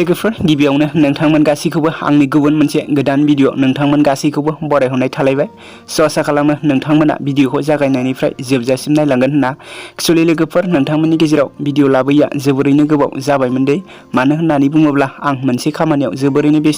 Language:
Bodo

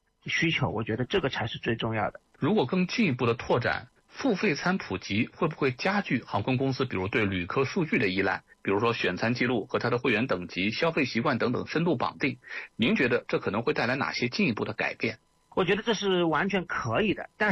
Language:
Chinese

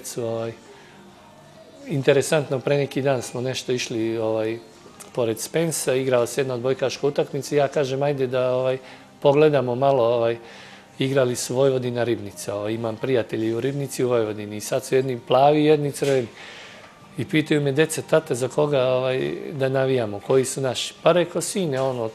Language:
Serbian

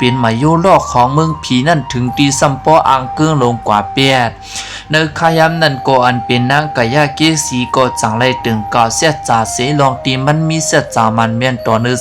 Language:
Shan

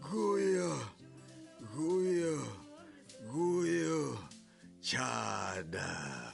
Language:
Tsonga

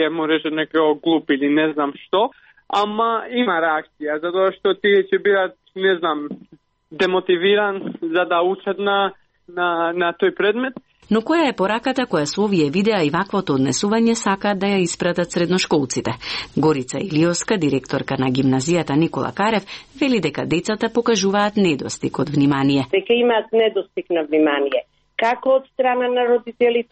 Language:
Macedonian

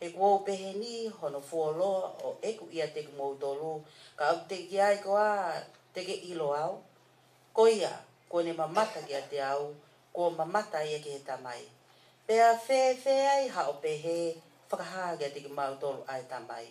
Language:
Tongan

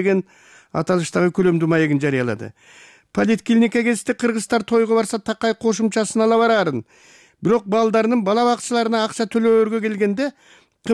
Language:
Kyrgyz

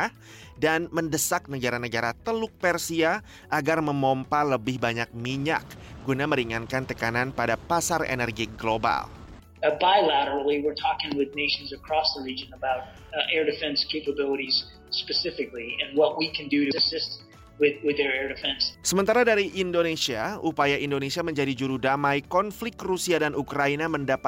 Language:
Indonesian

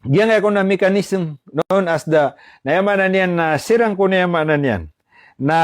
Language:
Maranao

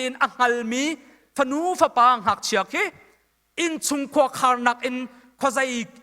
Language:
Hakha Chin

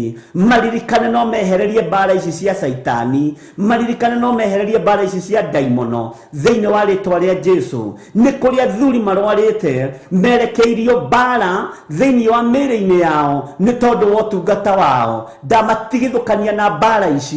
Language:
Kikuyu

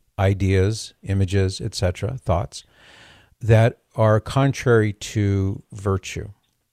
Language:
English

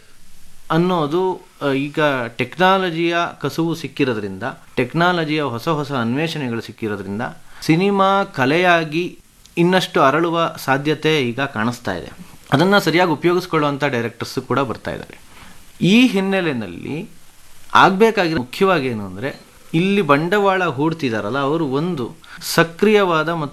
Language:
Kannada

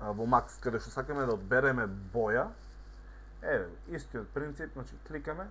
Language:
Macedonian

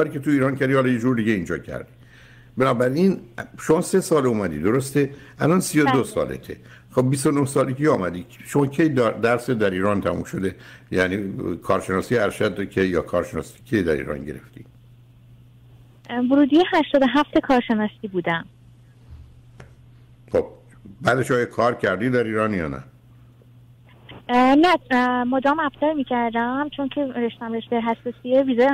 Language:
Persian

